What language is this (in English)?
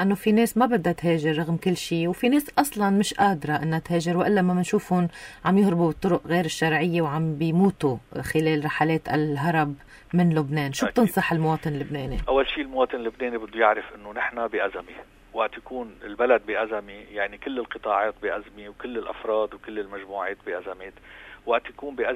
North Levantine Arabic